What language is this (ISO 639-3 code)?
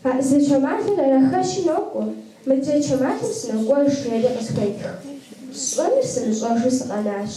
kbd